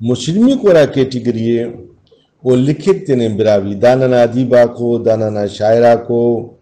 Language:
Brahui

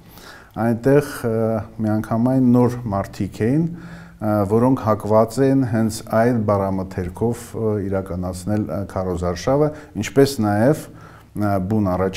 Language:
Armenian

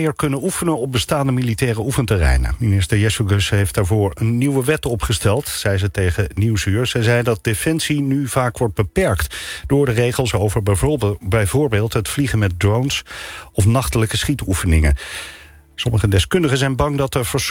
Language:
Dutch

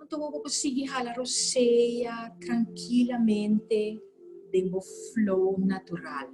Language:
Papiamento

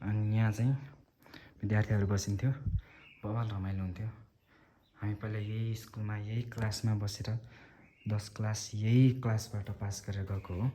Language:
Nepali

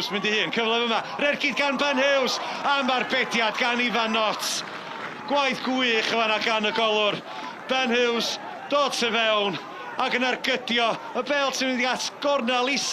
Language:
Welsh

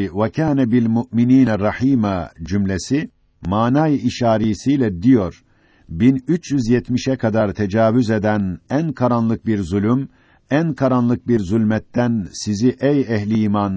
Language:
Turkish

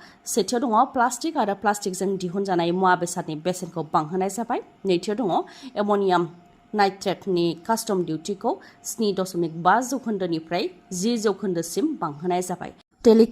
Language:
Bodo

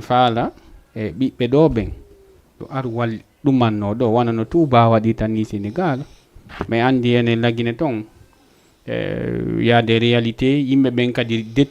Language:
Fula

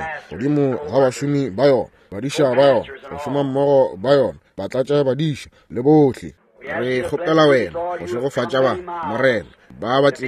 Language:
Northern Sotho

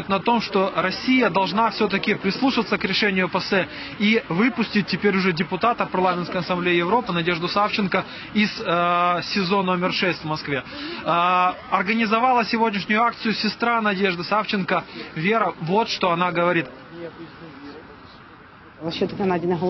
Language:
Russian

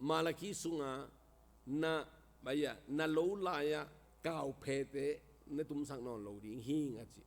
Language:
Tedim Chin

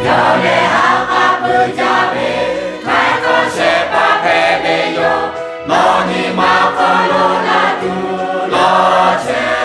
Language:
Lahu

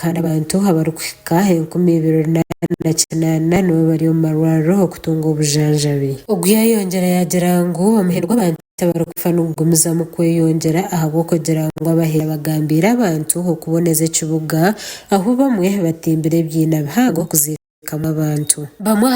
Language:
Nyankole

